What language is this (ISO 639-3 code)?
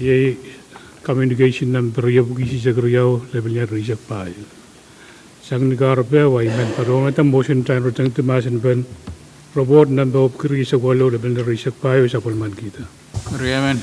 pon